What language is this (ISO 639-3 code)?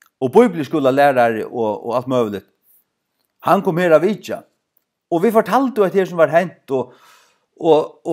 fao